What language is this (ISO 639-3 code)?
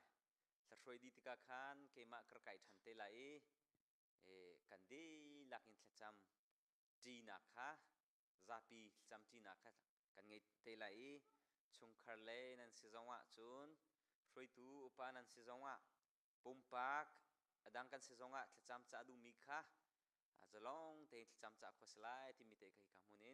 cnh